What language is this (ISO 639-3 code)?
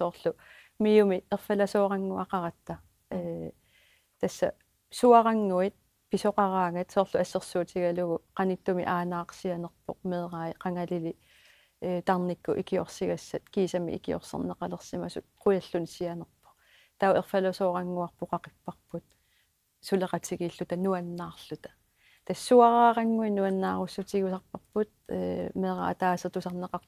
kal